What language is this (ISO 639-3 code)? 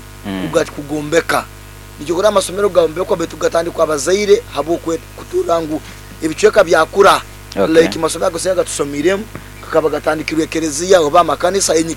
nyo